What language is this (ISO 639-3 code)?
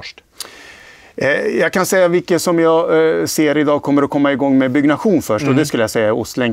swe